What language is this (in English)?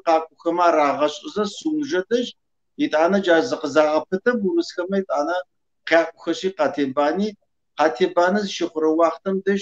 Kabardian